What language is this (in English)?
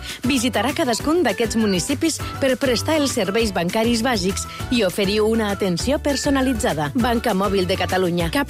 Catalan